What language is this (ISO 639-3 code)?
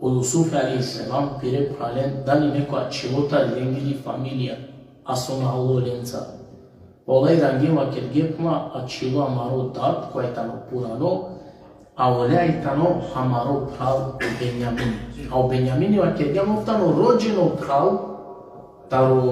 rmn